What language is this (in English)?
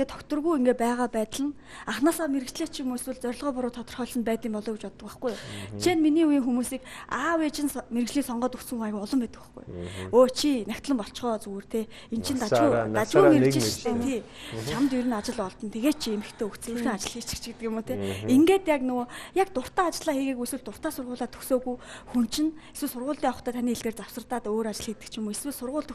Mongolian